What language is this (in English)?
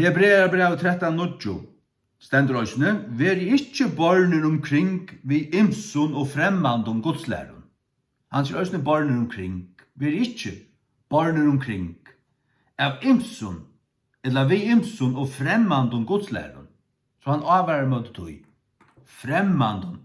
Faroese